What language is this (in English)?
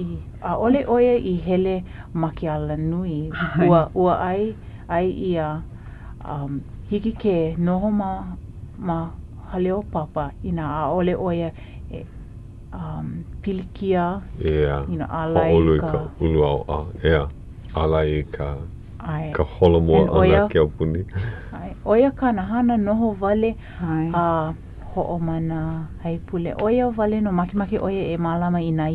Hawaiian